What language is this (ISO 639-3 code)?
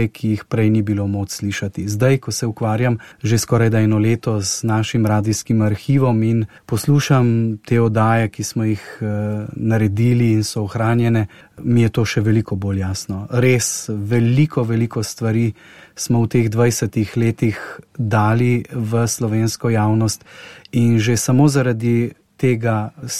slv